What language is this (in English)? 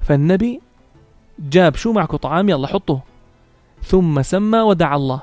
North Levantine Arabic